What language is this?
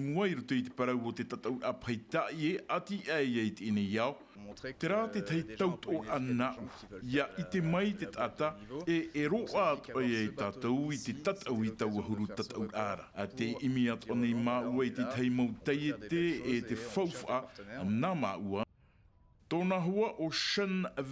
Tahitian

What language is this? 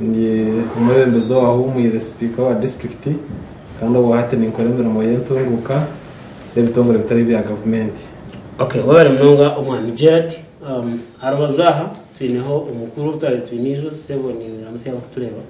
Nyankole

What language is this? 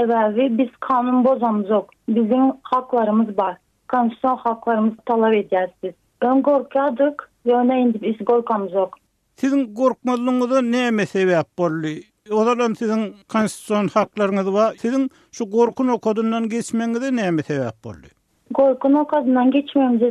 Turkmen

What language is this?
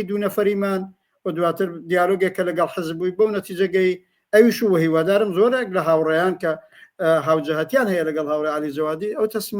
Central Kurdish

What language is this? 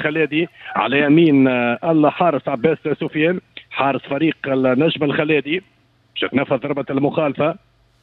Tunisian Arabic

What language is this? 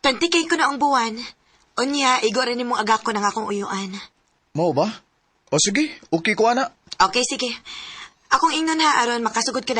Cebuano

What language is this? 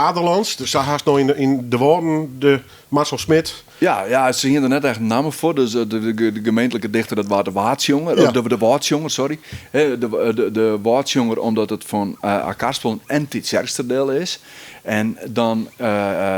Western Frisian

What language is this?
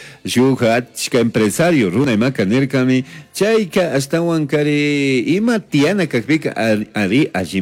Chimborazo Highland Quichua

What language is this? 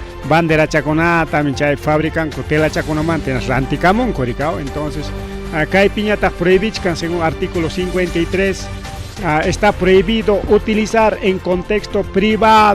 Ayacucho Quechua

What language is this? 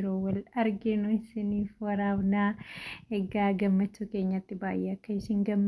Oromo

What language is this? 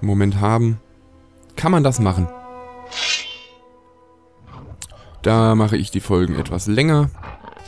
German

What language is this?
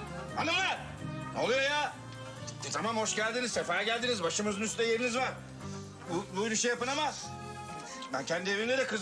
Turkish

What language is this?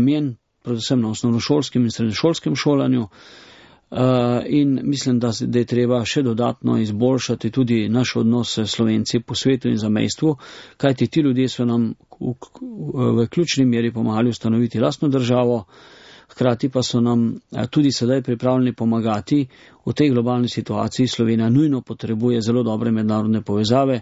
Slovenian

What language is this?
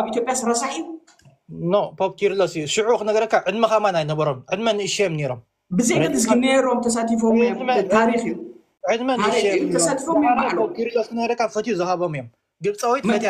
Tigrinya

